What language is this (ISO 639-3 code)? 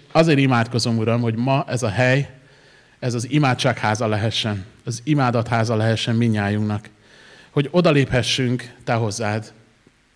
hun